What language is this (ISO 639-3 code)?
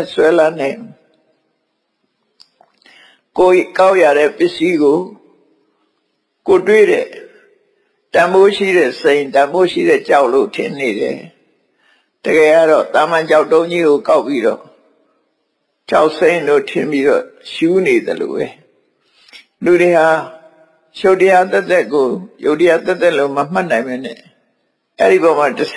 mya